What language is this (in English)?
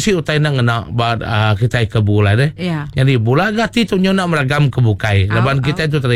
Iban